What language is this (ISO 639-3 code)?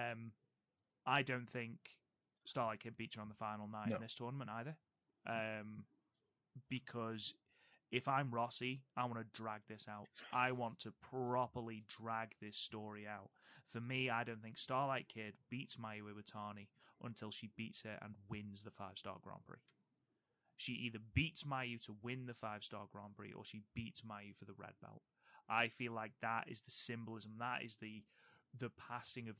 eng